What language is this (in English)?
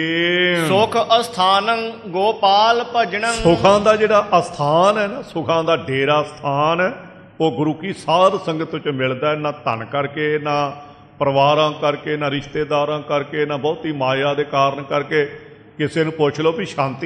Punjabi